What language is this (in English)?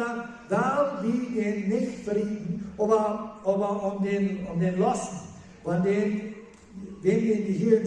Plautdietsch